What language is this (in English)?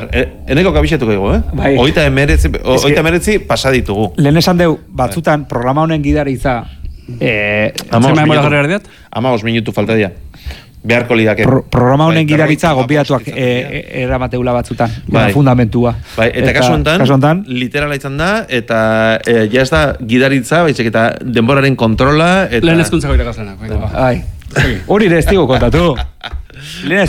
Basque